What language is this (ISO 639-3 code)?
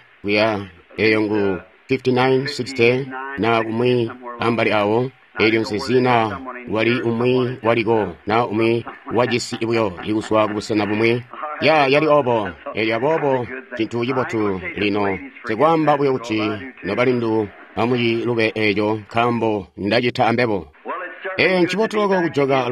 toi